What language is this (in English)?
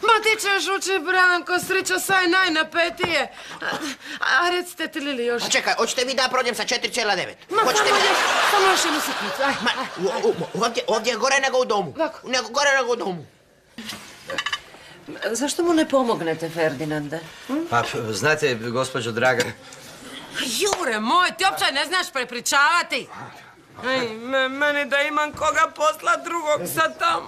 Croatian